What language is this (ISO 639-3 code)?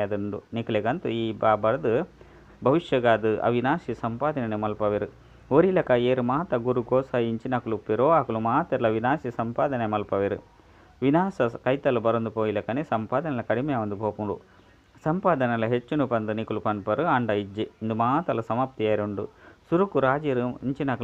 tcy